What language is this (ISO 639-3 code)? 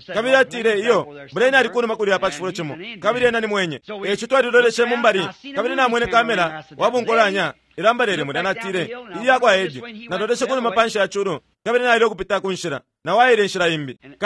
bem